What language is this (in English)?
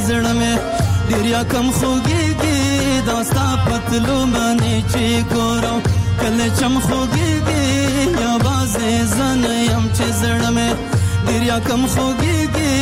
Persian